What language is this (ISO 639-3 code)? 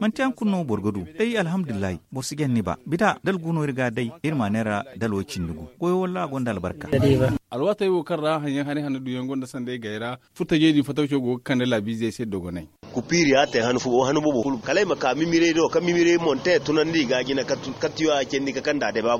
dje